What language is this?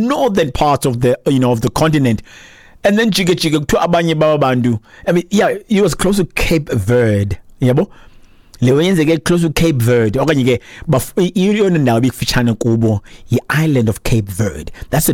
Xhosa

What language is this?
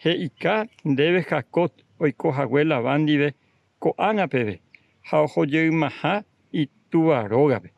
Guarani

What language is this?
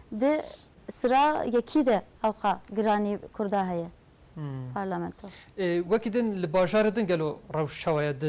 Kurdish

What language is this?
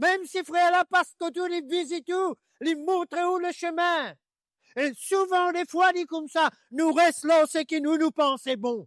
Morisyen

